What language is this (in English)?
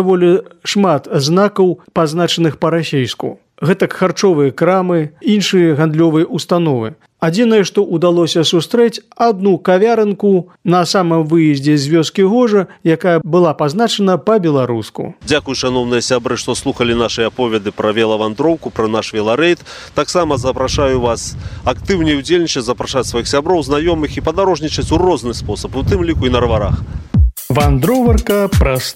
Belarusian